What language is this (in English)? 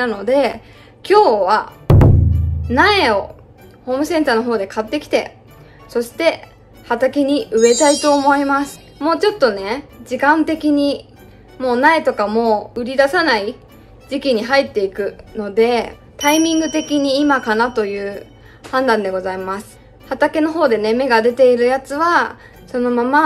Japanese